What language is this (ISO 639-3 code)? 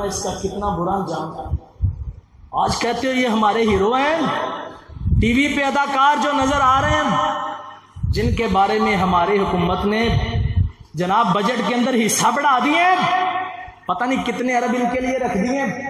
urd